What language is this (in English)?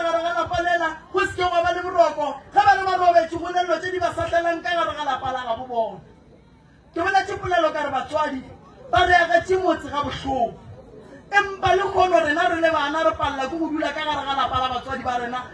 Northern Sotho